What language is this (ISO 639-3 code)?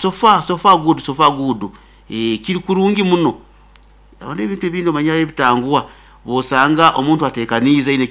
nyn